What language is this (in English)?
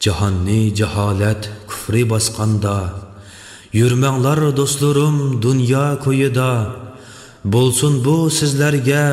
Uyghur